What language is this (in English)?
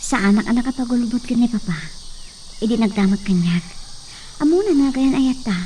Iloko